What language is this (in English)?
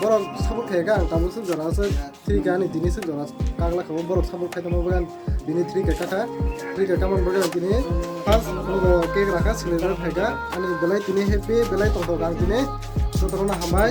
Kok Borok